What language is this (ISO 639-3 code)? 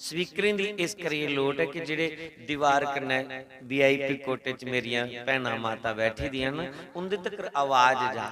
doi